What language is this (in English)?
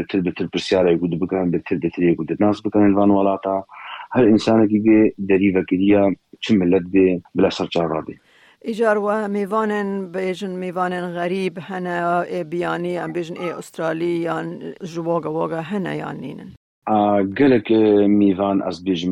Kurdish